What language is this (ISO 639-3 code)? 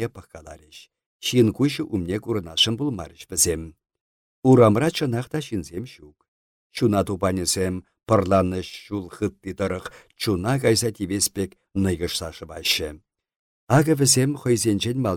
chv